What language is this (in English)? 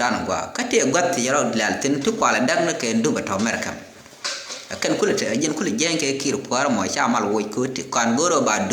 Nuer